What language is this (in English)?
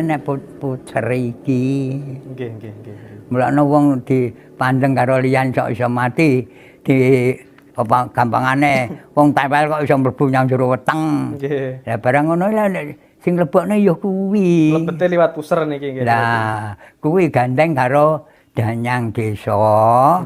Javanese